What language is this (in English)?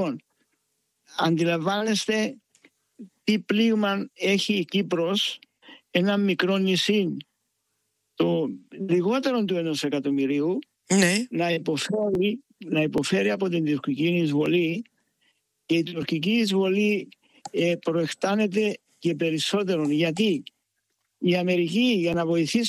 Greek